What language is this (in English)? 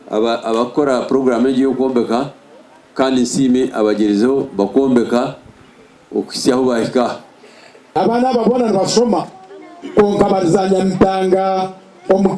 Nyankole